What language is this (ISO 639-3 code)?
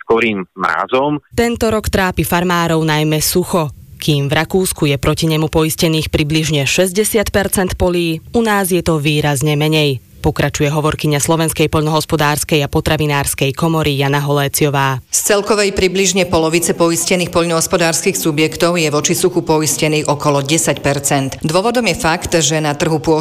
slk